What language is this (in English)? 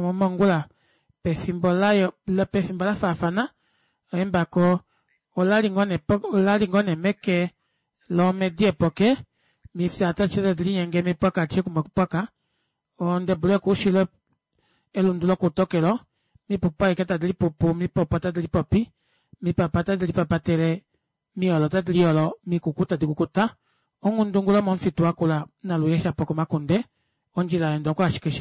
Kuanyama